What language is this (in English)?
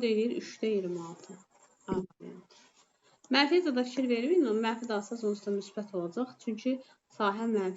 Azerbaijani